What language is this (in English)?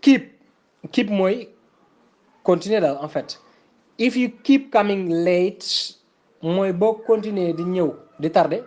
Wolof